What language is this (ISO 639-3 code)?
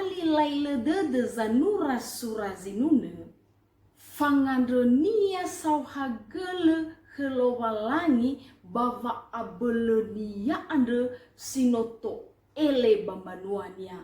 nia